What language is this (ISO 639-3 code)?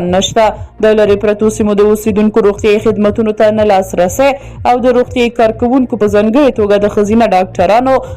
pus